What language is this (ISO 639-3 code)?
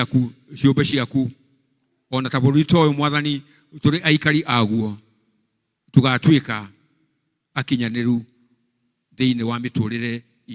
kik